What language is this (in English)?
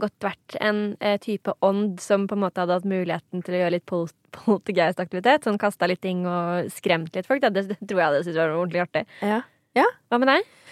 Norwegian